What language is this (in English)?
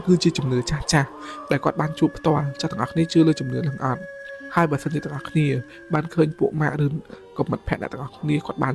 Khmer